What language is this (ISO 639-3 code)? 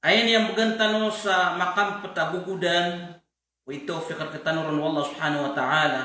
mrw